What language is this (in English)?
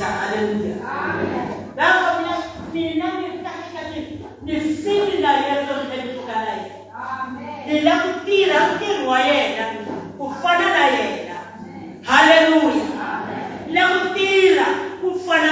Tsonga